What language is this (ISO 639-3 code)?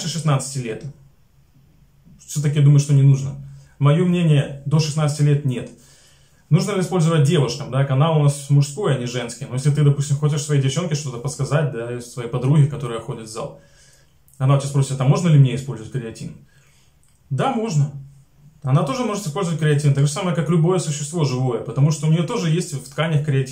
rus